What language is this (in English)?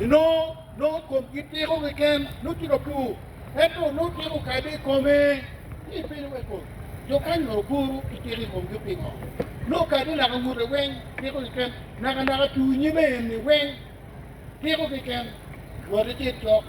Acoli